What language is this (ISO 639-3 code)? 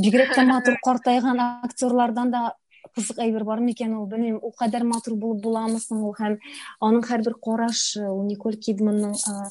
tat